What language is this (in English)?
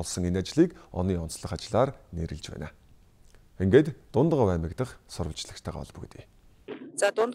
Mongolian